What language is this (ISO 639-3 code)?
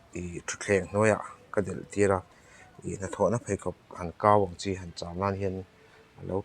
lus